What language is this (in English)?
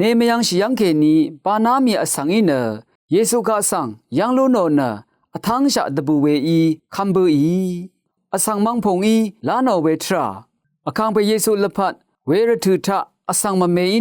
Rawang